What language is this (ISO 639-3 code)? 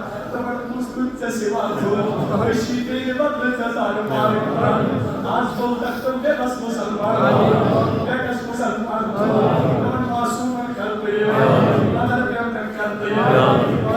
kas